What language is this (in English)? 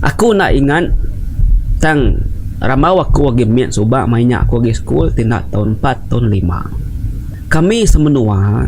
Iban